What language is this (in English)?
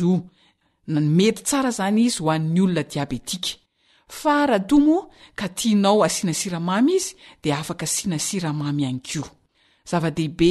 Malagasy